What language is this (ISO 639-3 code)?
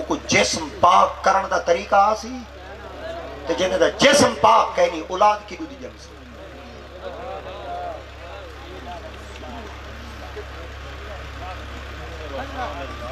skr